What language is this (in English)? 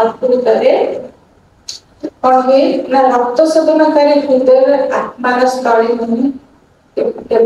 Odia